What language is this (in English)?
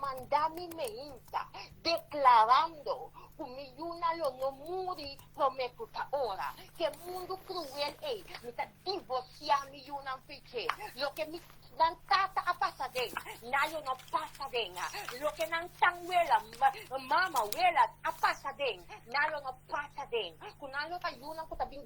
Papiamento